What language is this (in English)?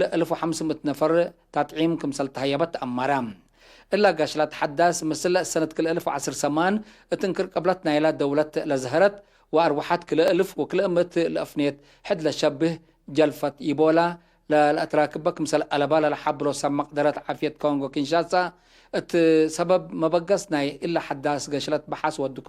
Tigre